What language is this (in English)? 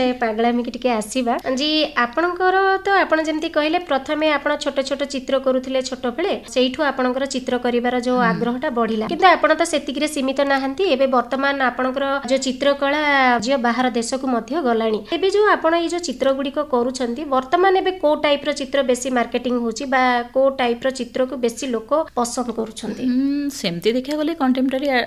Odia